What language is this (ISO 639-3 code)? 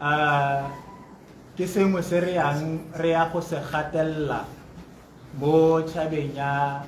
tsn